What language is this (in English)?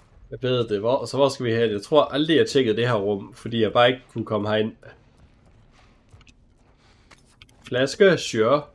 Danish